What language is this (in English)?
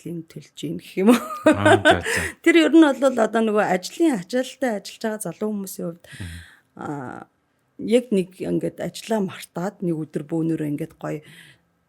Mongolian